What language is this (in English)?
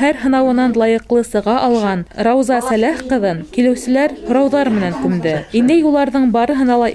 Bashkir